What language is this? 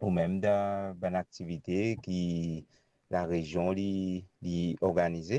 Morisyen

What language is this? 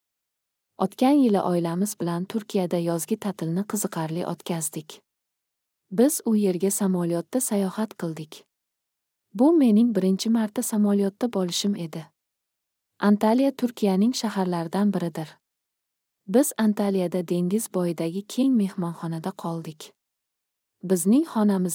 Uzbek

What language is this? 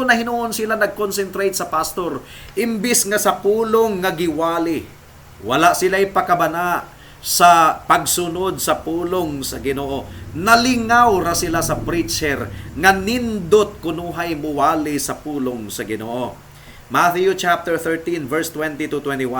Cebuano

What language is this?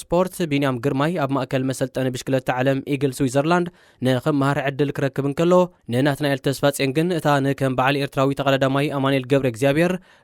Tigrinya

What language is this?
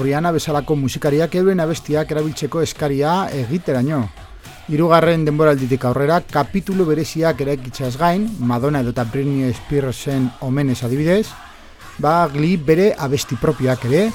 Basque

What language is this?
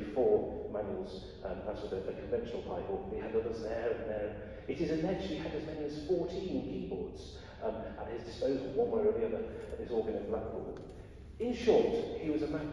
English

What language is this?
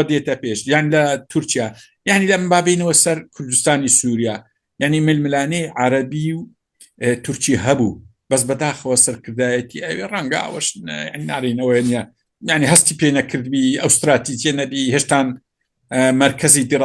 Central Kurdish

